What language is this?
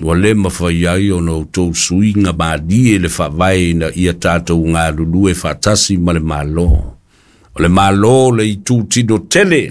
Samoan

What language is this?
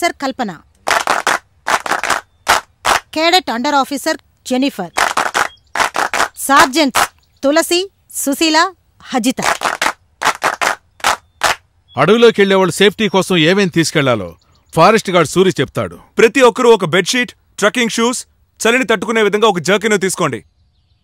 Telugu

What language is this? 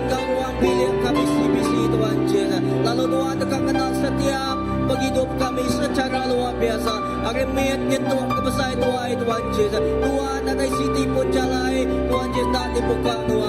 Iban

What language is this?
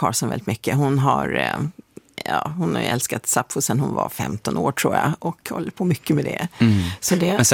Swedish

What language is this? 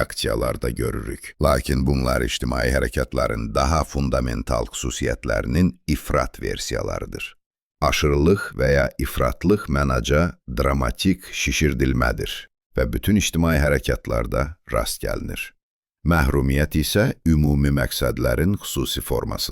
South Azerbaijani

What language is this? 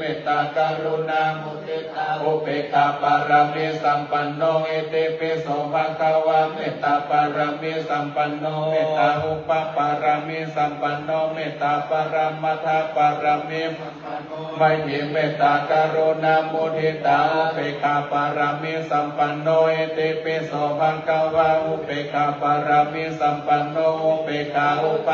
Pali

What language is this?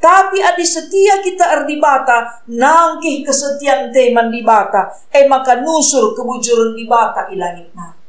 Batak Karo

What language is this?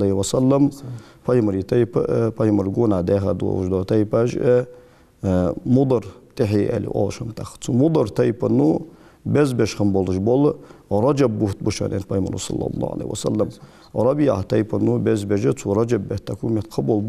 Ingush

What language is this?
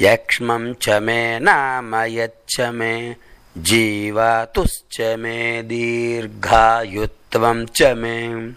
Sanskrit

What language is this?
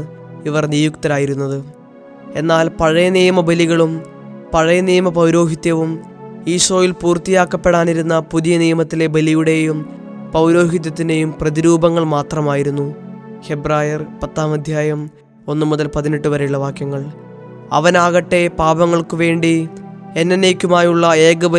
Malayalam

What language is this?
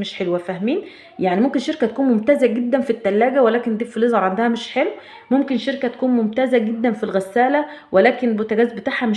Egyptian Arabic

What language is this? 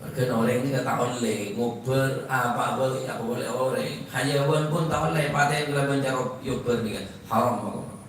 Madurese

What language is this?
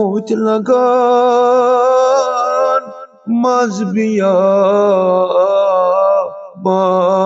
Kashmiri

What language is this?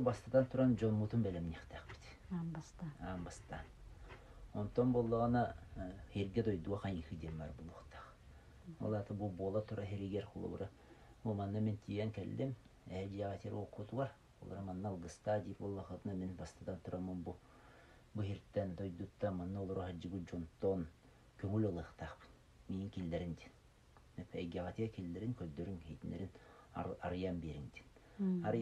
Yakut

